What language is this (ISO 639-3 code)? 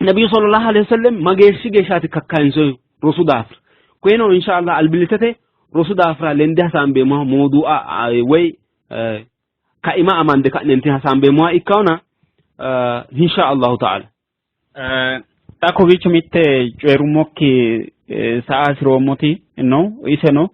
sid